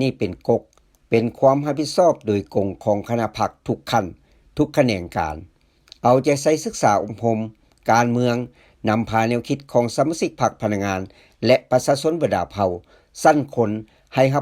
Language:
Lao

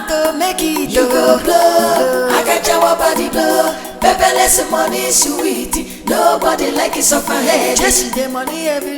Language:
Nigerian Pidgin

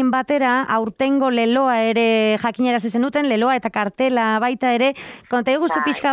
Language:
Basque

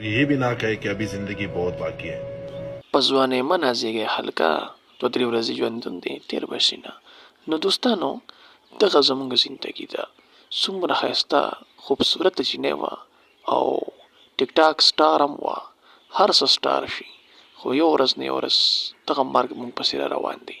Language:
Pashto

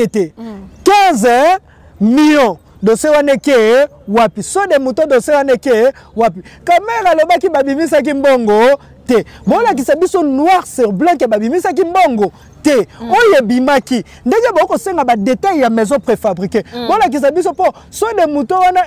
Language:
Lingala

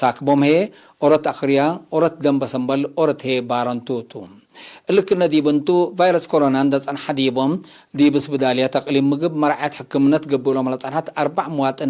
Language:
Tigre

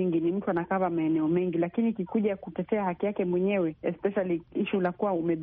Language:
Swahili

